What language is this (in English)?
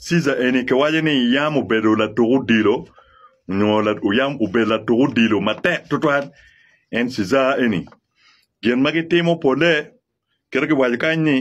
Acoli